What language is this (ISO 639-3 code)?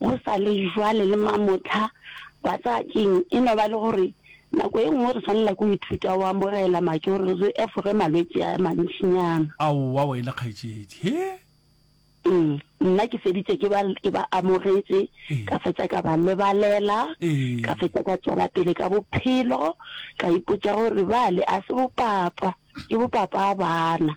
nso